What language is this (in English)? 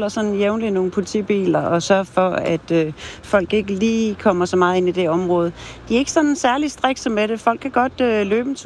Danish